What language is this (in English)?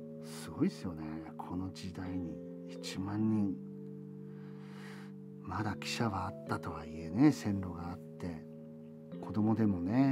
Japanese